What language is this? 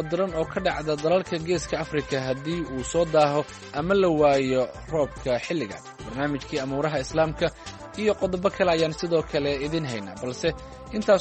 Somali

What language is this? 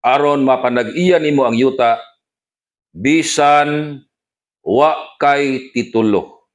Cebuano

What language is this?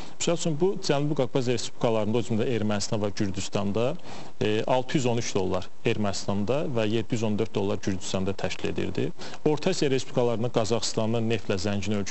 Azerbaijani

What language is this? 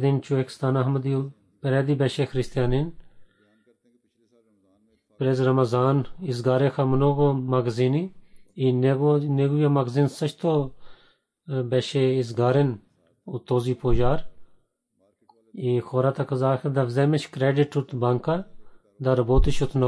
Bulgarian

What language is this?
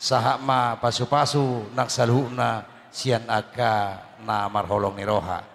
Batak Toba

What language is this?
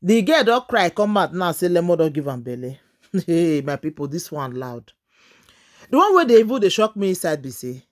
Nigerian Pidgin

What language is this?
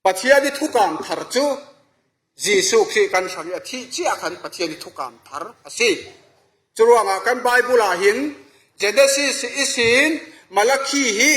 Falam Chin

